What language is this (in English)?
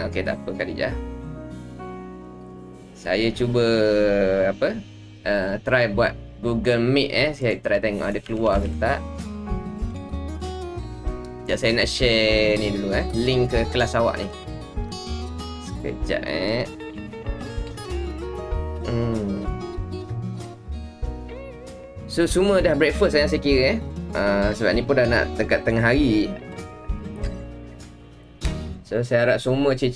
Malay